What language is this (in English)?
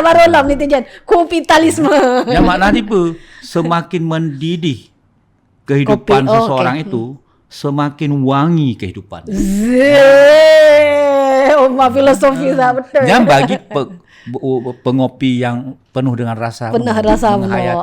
Achinese